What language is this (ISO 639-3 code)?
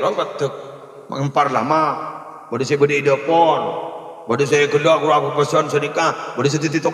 mad